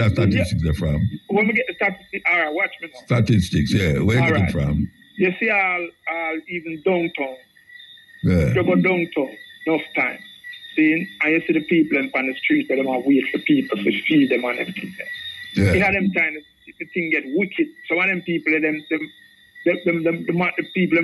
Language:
Jamaican Creole English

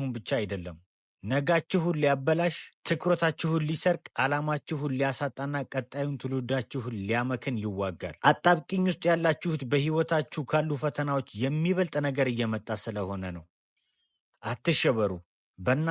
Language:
Amharic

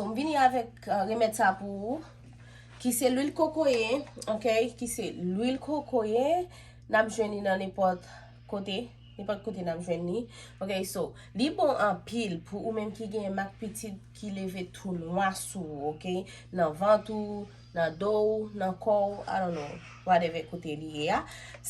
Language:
Haitian Creole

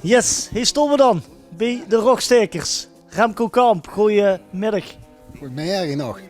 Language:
Limburgish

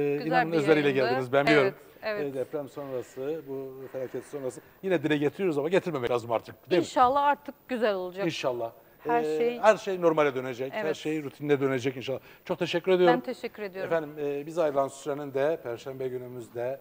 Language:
Turkish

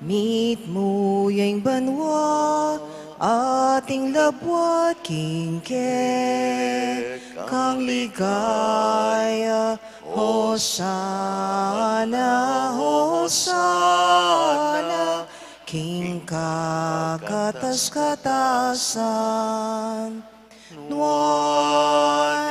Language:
Pampanga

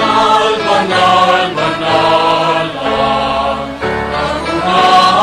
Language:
Bikol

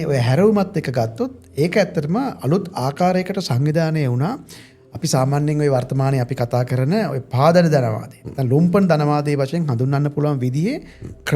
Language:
Sinhala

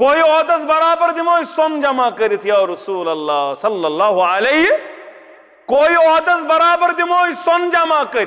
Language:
Kashmiri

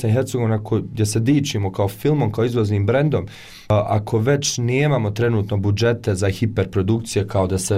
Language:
Bosnian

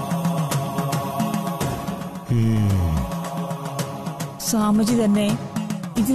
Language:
Malayalam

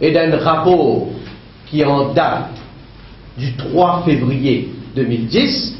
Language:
Morisyen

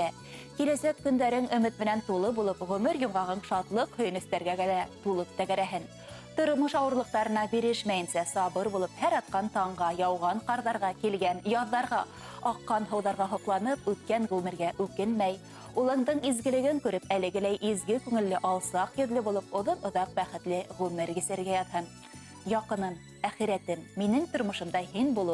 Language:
Bashkir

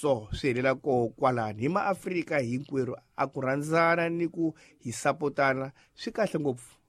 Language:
Tsonga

